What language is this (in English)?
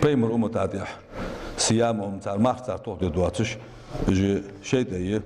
Ingush